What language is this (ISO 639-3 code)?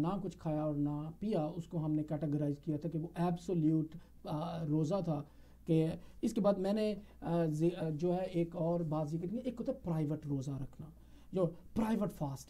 urd